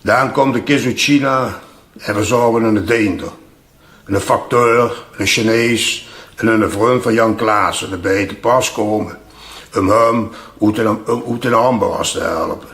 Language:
Limburgish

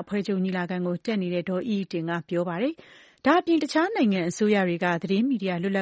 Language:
Burmese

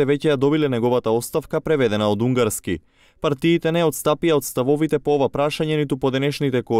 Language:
Macedonian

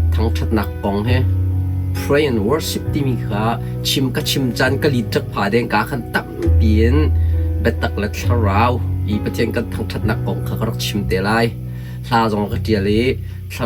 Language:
Hakha Chin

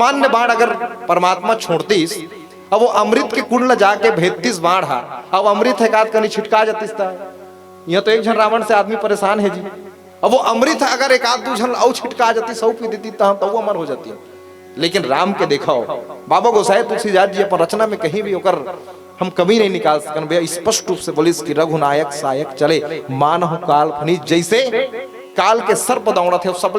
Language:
Chhattisgarhi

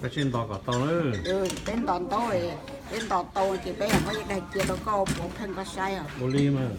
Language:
Hmong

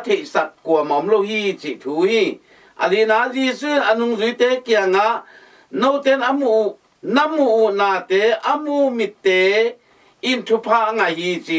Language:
Tedim Chin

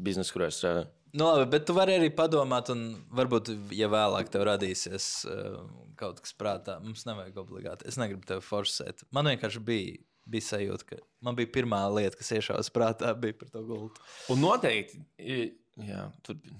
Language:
Latvian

